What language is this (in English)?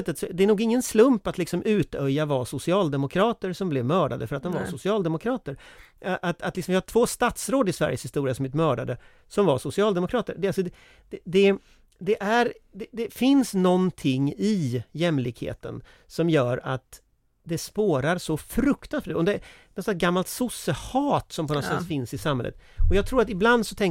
Swedish